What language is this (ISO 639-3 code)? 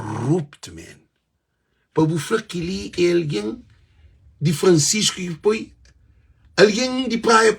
kea